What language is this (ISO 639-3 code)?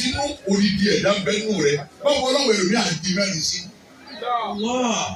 yor